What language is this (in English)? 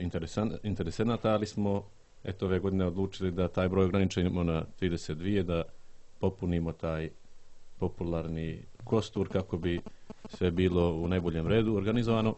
Serbian